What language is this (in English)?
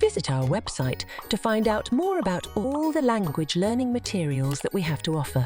Southern Sotho